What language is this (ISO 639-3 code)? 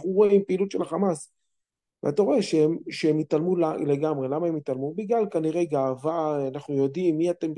heb